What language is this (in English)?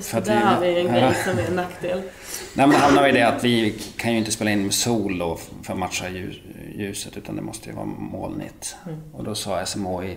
Swedish